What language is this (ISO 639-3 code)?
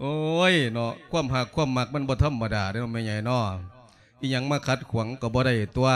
lao